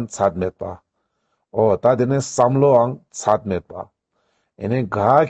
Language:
Ladakhi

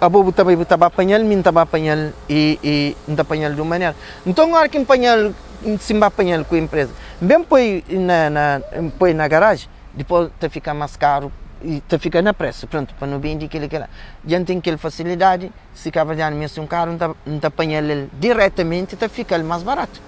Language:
Kabuverdianu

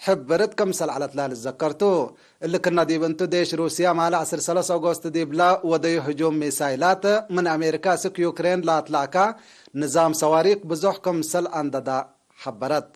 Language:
Tigre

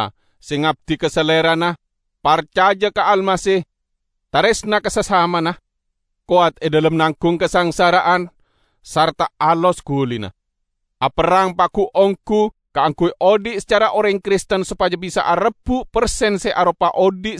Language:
Madurese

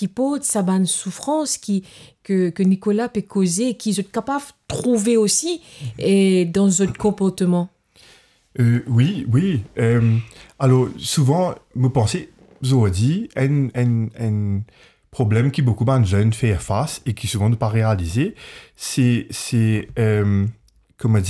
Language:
Morisyen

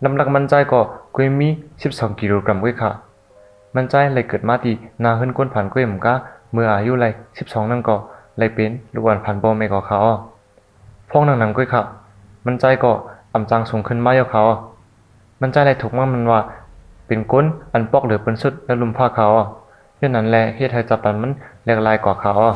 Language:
Shan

